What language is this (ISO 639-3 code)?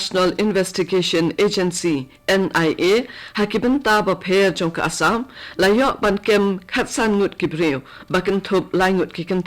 kha